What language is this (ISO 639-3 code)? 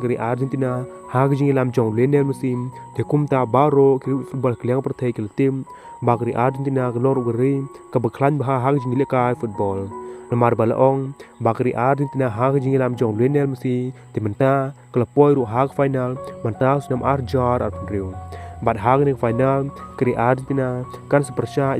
kha